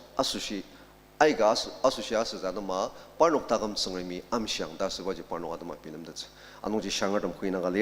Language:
Ao Naga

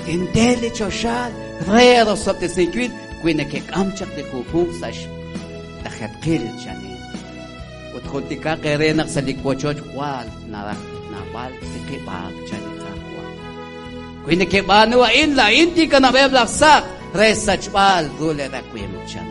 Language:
Kekchí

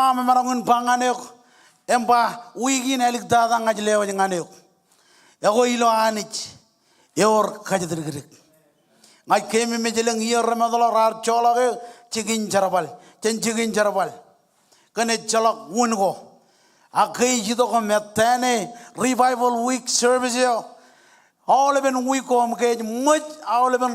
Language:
Marshallese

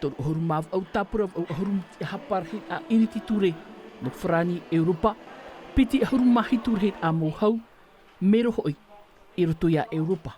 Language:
Tahitian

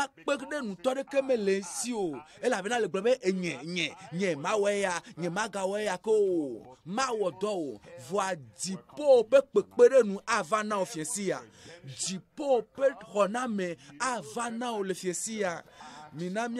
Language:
Ewe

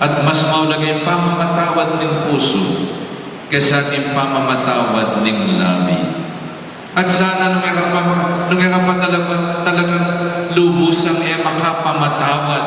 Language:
Pampanga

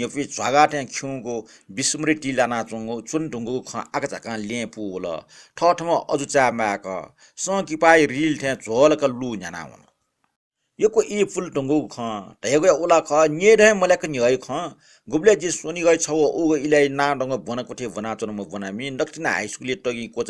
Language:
Newari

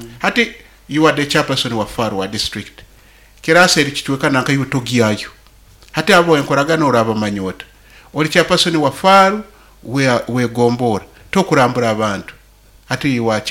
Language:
Nyankole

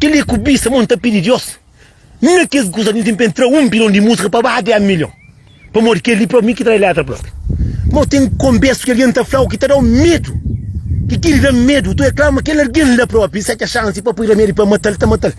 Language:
Kabuverdianu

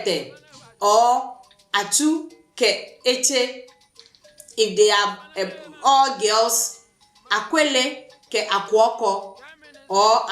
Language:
Adangme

